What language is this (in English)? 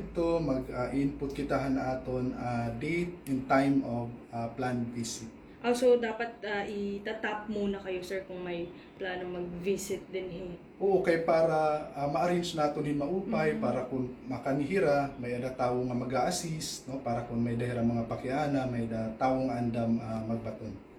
Waray